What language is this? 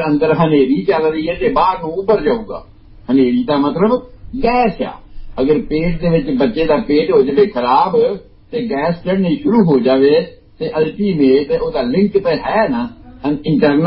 Punjabi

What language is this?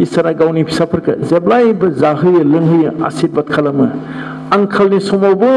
Bodo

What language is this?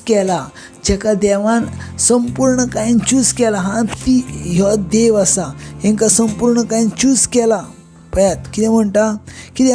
Konkani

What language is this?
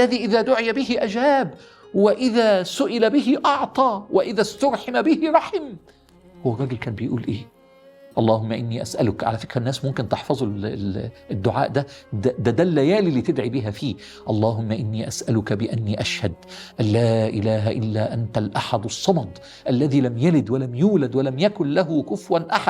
Egyptian Arabic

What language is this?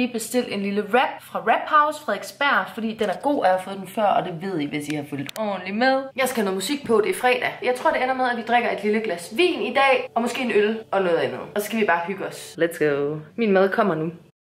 Danish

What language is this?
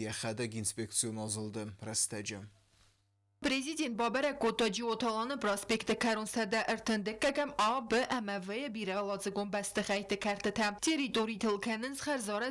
Ossetic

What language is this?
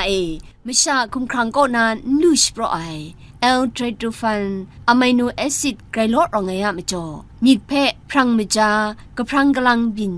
Kachin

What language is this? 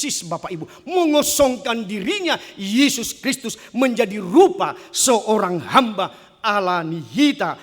Batak Toba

